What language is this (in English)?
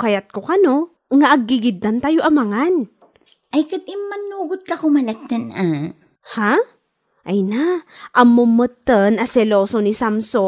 Iloko